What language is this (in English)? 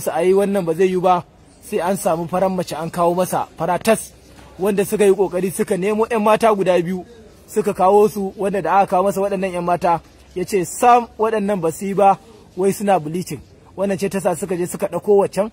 Hausa